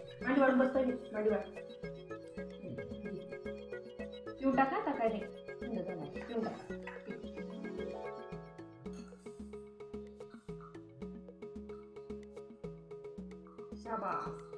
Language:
Marathi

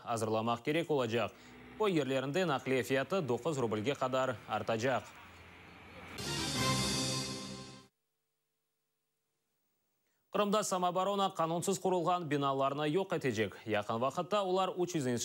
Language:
Crimean Tatar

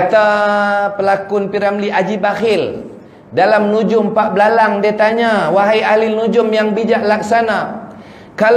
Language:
Malay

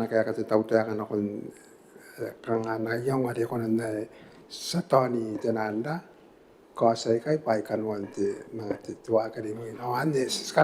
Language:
Gilbertese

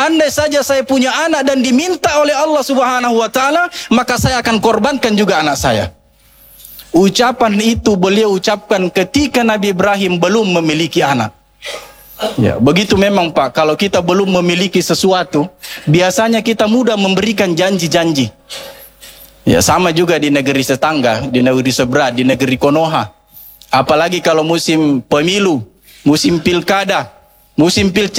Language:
Indonesian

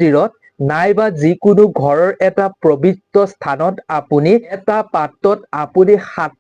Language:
Assamese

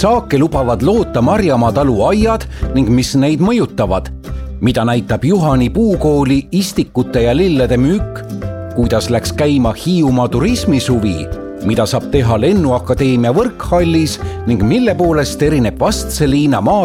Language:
Estonian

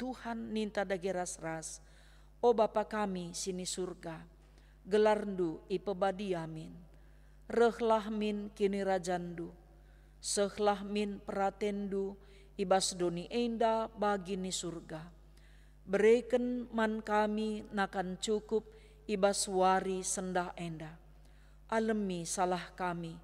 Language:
Batak Karo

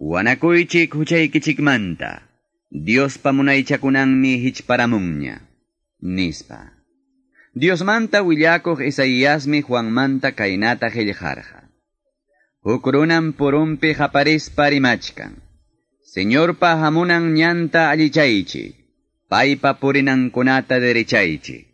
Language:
Quechua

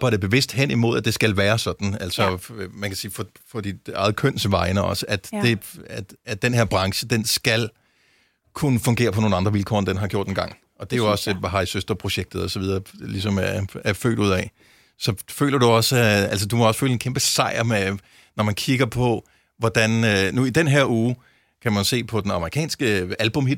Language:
Danish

